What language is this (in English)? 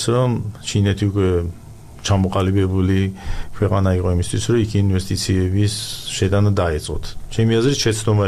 Georgian